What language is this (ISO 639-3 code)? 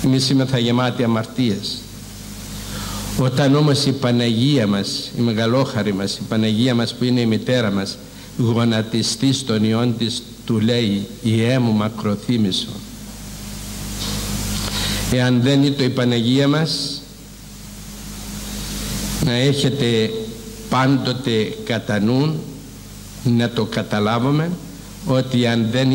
ell